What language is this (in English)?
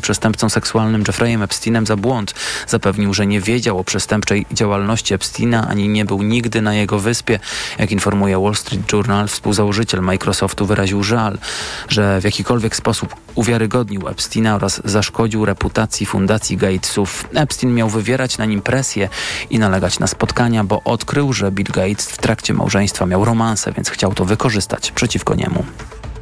Polish